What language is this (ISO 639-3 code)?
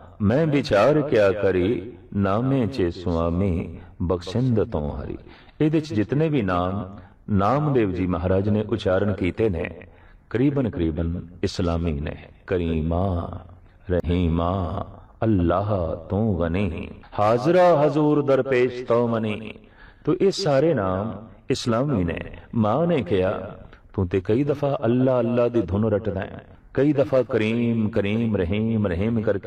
pan